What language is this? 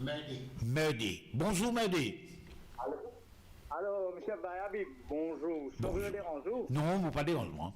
Morisyen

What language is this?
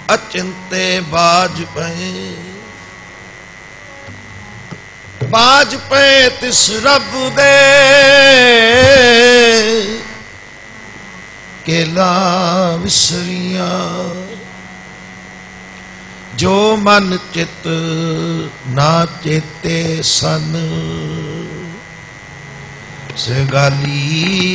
Punjabi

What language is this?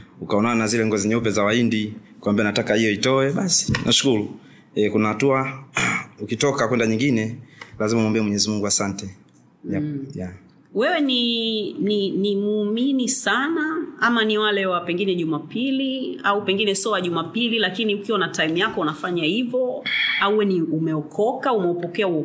Swahili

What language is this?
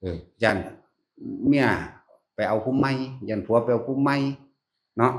Northeastern Thai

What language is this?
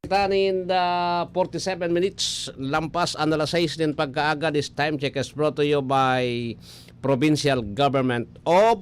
Bikol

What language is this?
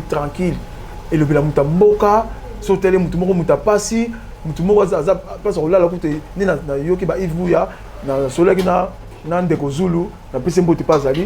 Lingala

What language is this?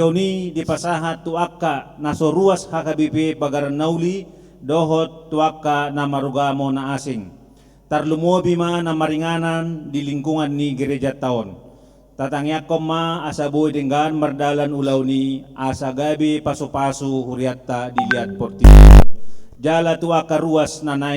Batak Toba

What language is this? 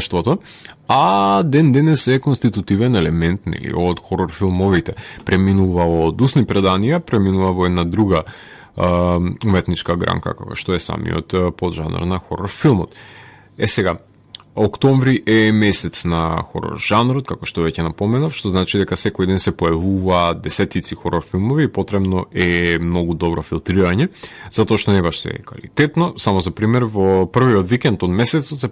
Macedonian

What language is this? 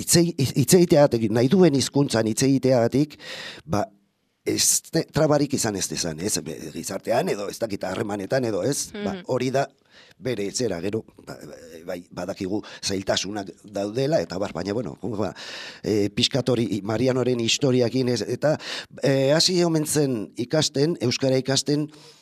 Basque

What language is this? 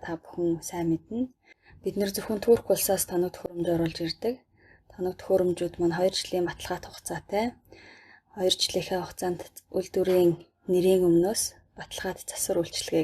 Mongolian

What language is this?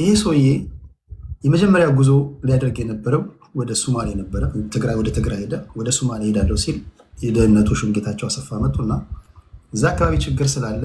Amharic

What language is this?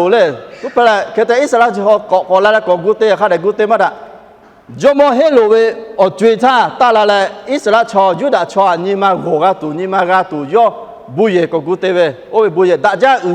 Lahu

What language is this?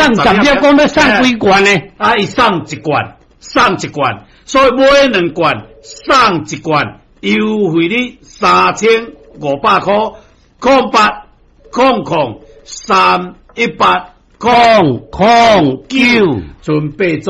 Min Nan Chinese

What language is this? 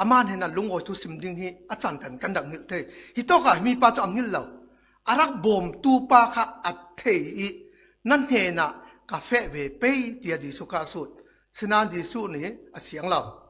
Falam Chin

